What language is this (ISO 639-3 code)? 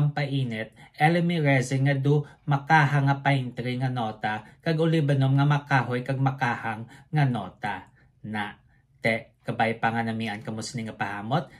hil